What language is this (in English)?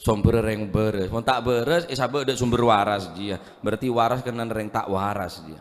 Madurese